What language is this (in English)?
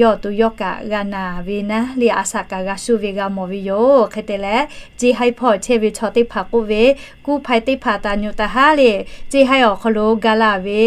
Lahu